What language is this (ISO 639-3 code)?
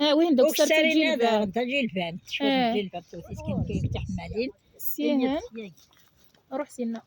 kab